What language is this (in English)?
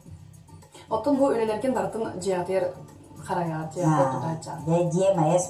Yakut